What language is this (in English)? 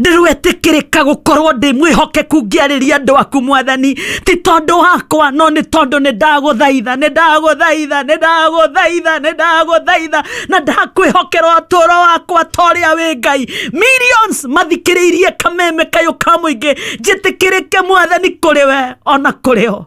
Kikuyu